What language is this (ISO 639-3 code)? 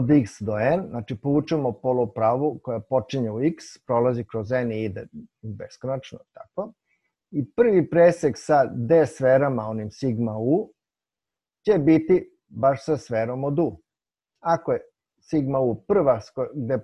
srp